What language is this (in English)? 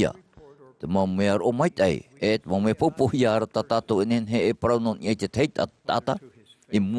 Tahitian